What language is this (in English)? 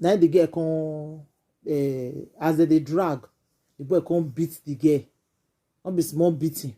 Nigerian Pidgin